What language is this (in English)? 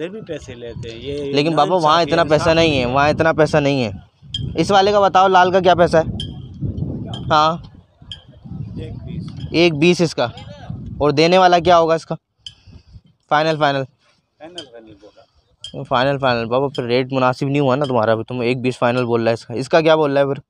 Hindi